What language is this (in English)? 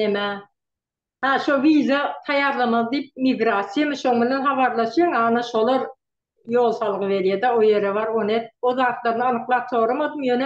Turkmen